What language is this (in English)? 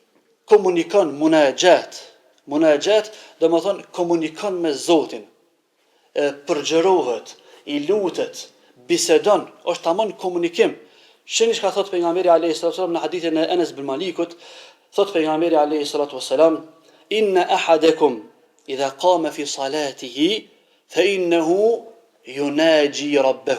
Albanian